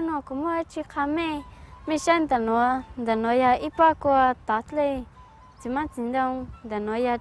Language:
Hmong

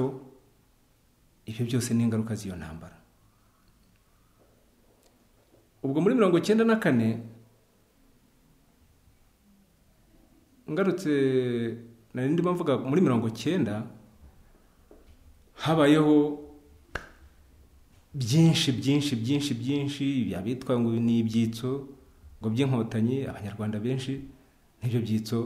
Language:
Kinyarwanda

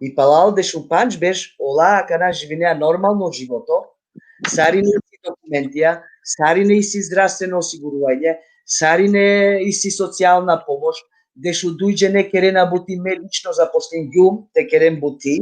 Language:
Balkan Romani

